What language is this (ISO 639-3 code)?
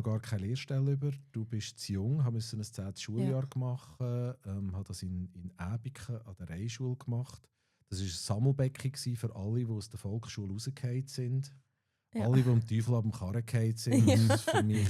gsw